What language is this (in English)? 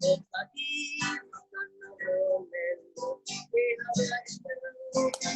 Hawaiian